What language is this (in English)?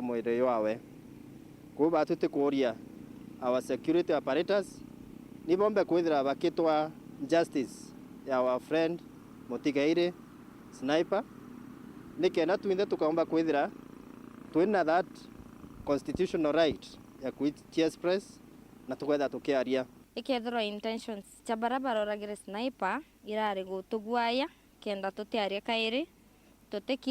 Meru